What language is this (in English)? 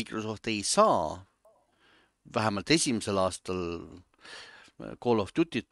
Estonian